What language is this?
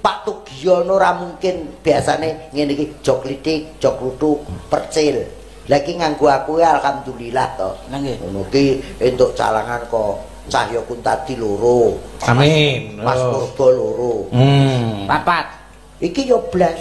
Javanese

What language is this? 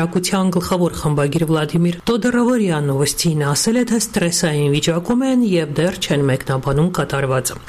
Armenian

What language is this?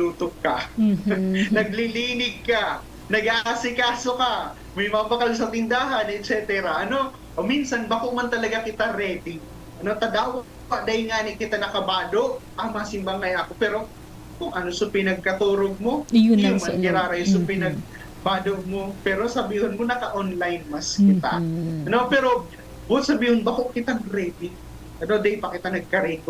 Bikol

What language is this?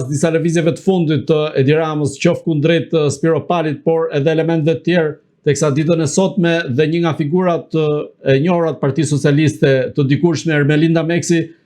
Albanian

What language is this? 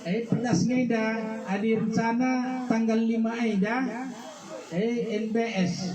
Batak Karo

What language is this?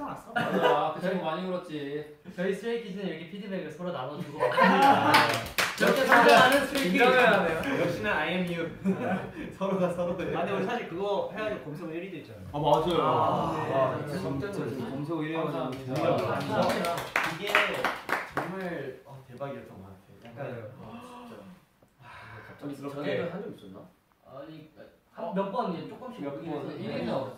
Korean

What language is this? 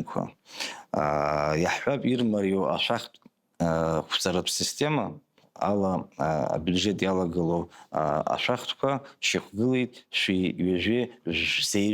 Abkhazian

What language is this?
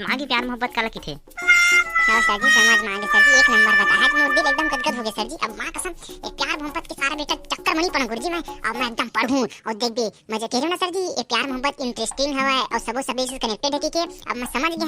Chhattisgarhi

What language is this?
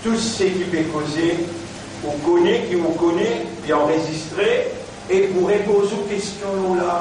Morisyen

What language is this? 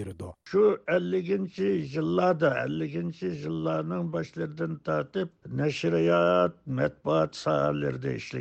Uyghur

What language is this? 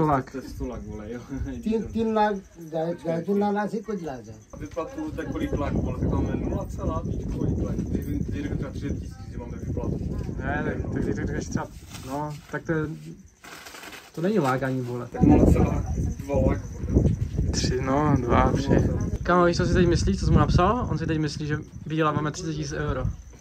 Czech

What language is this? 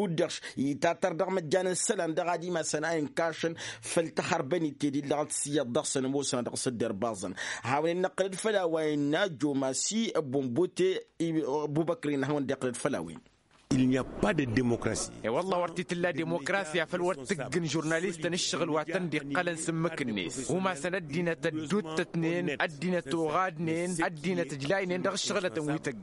Tamasheq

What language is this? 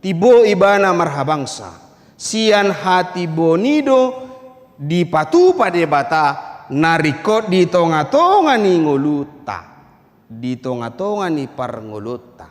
Batak Toba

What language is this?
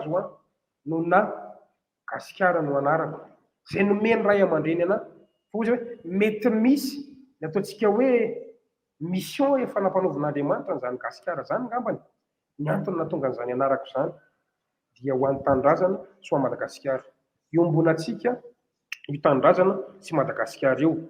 Malagasy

